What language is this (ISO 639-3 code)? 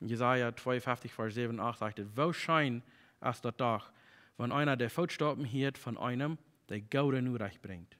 pdt